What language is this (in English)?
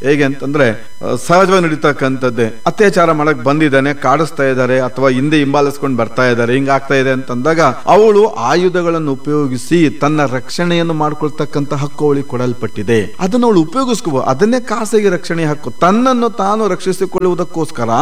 Kannada